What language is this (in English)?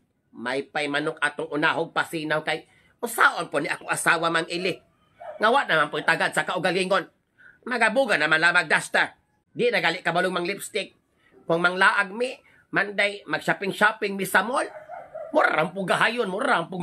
Cebuano